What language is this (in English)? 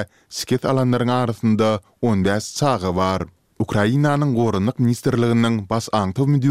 Turkmen